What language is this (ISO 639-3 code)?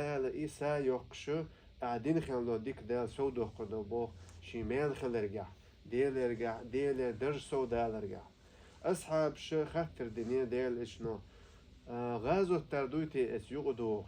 che